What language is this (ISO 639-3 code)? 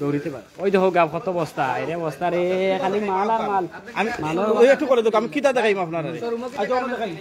syl